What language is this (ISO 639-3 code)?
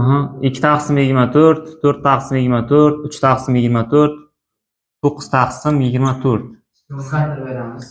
uzb